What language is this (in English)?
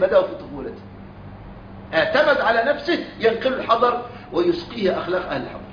Arabic